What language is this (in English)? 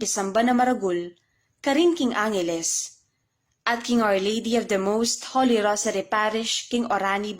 Pampanga